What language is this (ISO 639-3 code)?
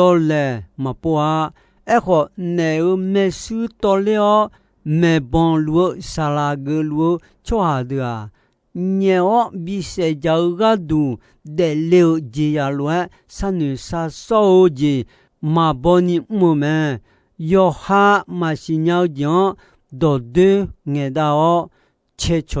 ahk